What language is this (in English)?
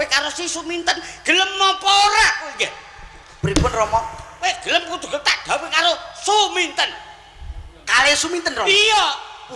Javanese